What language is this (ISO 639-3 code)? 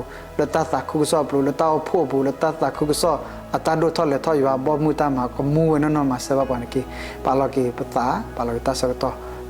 ksw